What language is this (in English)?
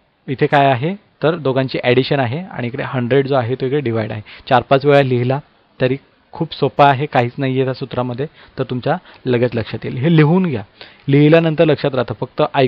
Marathi